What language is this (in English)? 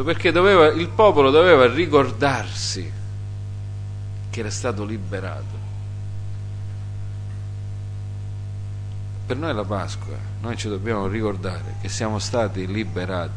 Italian